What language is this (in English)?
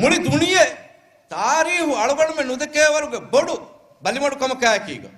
Divehi